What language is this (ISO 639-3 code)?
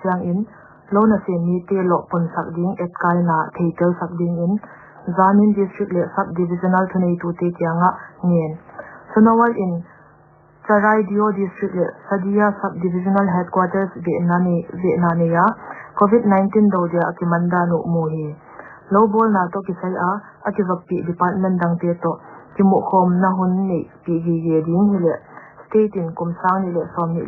pck